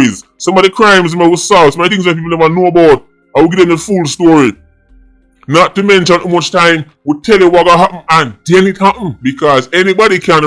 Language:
Jamaican Creole English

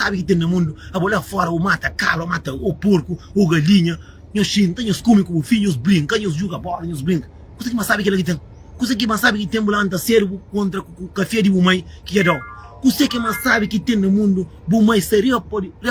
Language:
Kabuverdianu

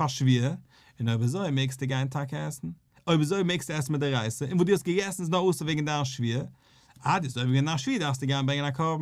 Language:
Yiddish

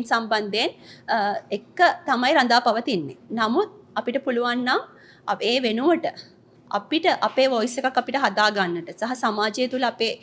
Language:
Sinhala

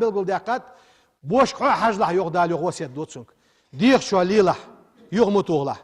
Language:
Ingush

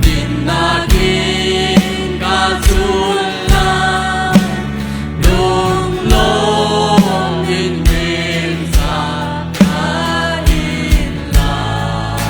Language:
Hakha Chin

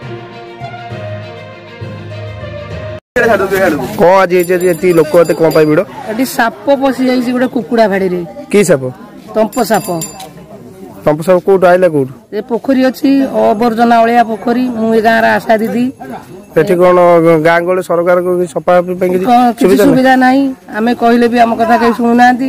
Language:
Odia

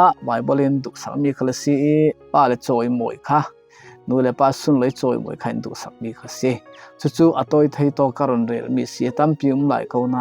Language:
Falam Chin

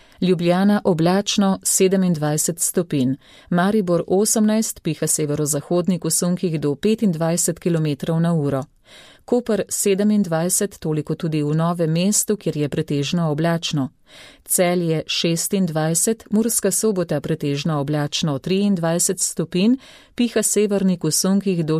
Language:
Slovenian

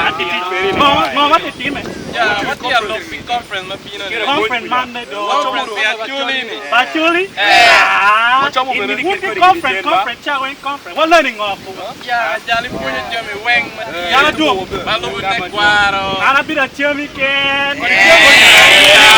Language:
Acoli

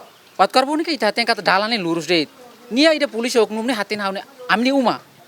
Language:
Tetum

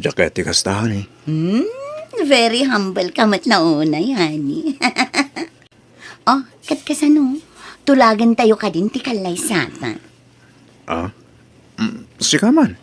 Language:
Iloko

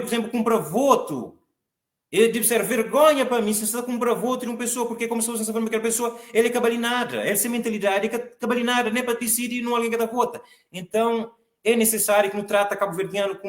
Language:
Kabuverdianu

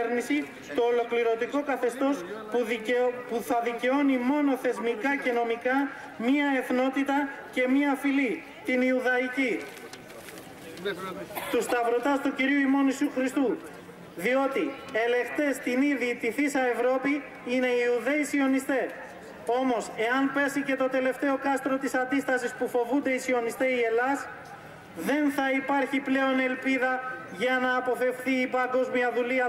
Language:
Greek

